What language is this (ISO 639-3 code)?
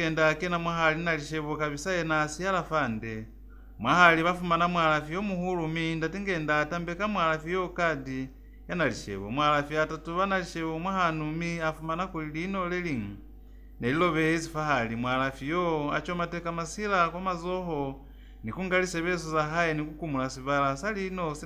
loz